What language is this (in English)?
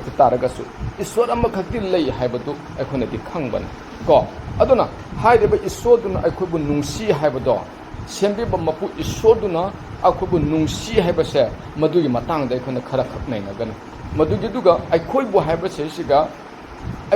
Manipuri